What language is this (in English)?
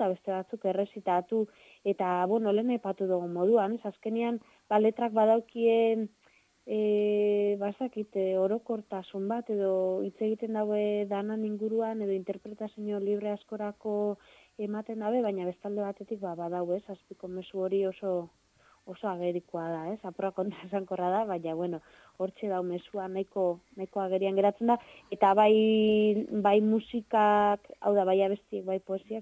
Basque